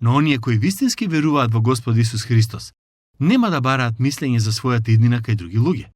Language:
Macedonian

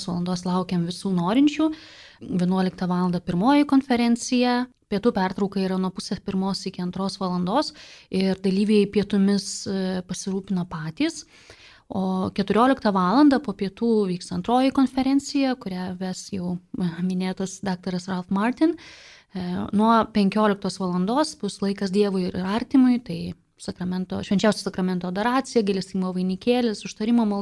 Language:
Lithuanian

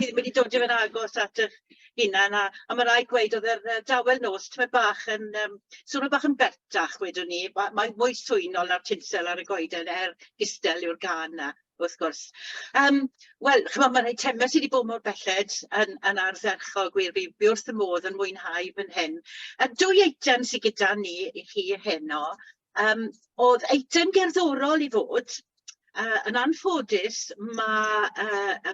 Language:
Welsh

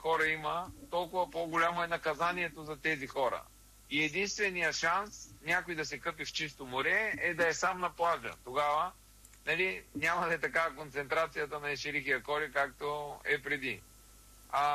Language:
Bulgarian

